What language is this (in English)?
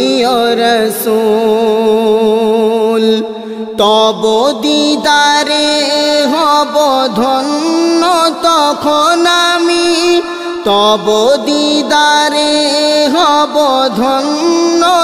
Bangla